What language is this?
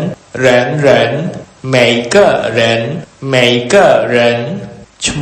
Khmer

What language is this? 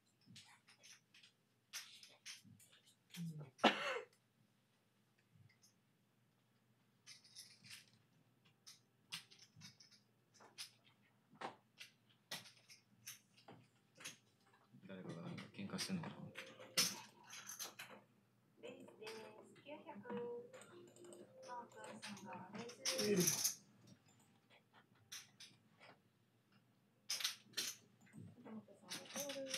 Japanese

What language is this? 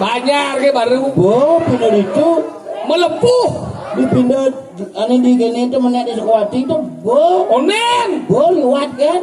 Balinese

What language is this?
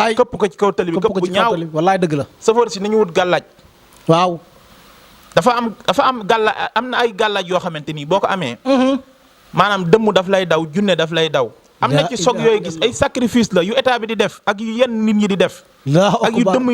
Wolof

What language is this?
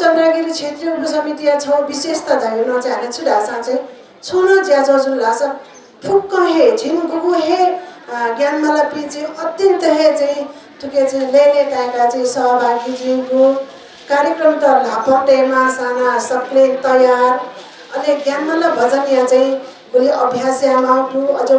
Newari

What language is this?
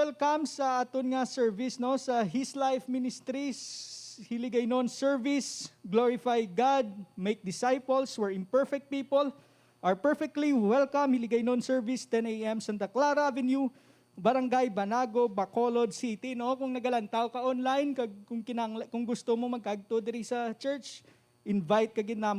Hiligaynon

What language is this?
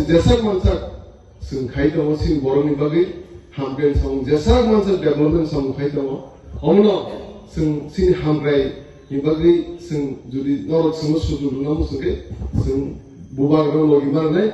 Kok Borok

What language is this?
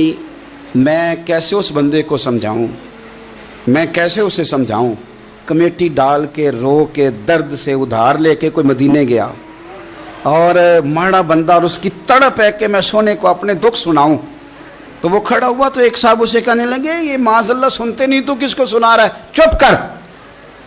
Urdu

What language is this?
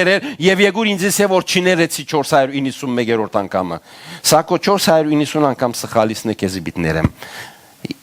Western Armenian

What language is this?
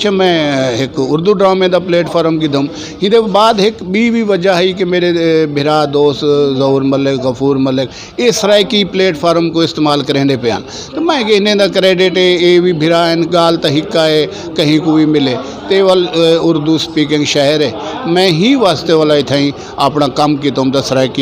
Saraiki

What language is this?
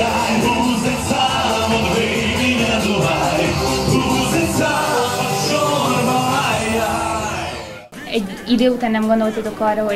Hungarian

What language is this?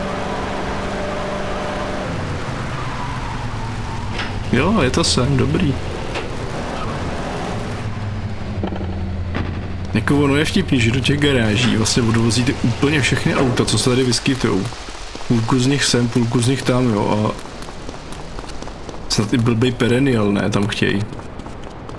Czech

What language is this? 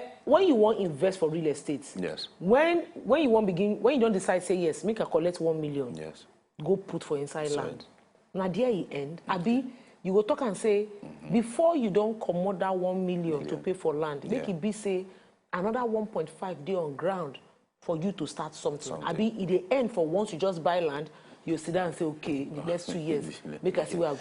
Nigerian Pidgin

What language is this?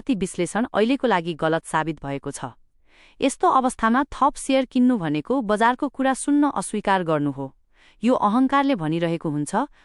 Nepali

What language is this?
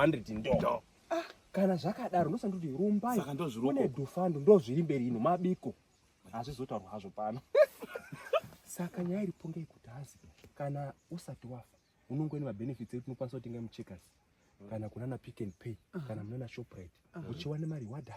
Shona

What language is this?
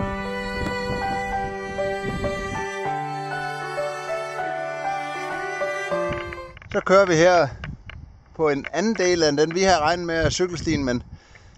Danish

